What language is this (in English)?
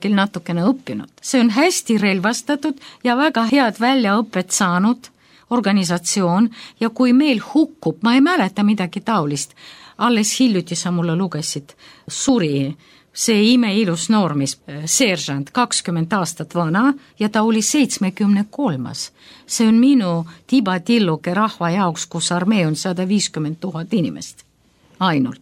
Estonian